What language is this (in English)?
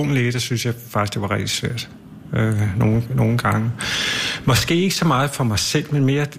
Danish